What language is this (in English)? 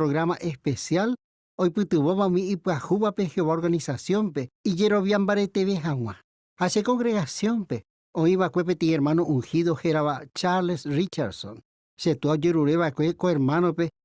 Guarani